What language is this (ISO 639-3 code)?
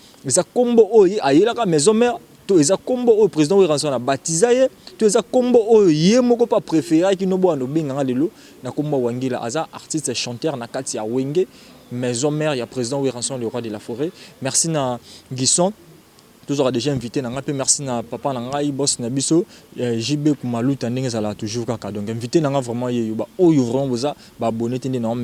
lin